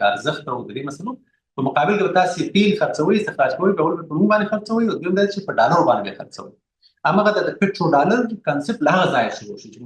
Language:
Pashto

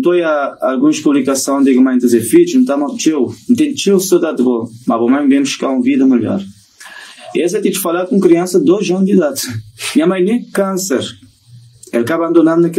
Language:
Kabuverdianu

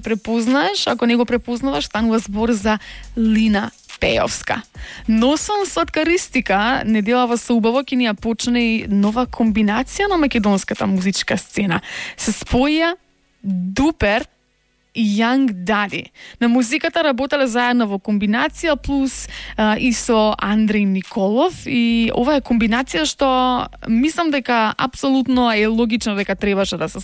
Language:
Macedonian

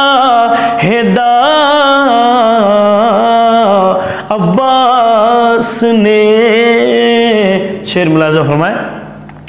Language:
Urdu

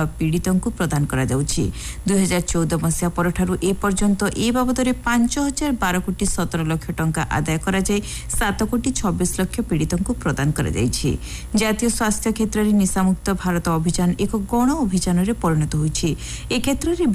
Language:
Odia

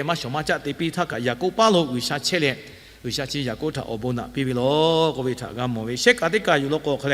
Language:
Lahu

